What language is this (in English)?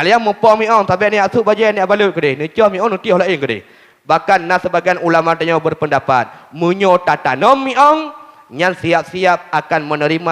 Achinese